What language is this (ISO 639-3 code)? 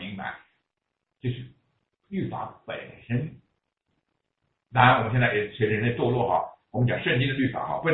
zho